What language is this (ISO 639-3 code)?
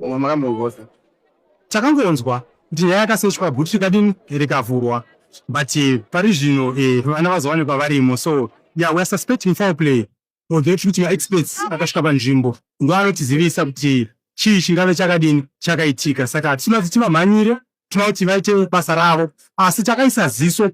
sna